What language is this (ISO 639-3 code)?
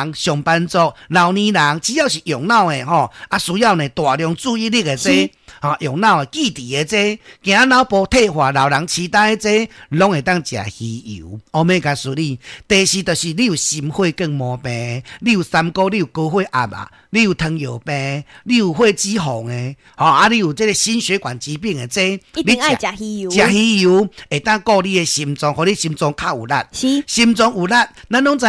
nan